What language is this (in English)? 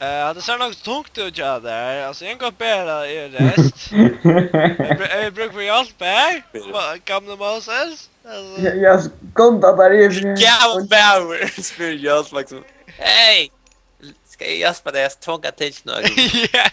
Faroese